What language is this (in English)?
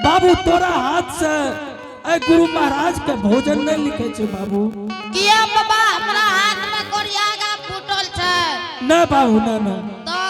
Angika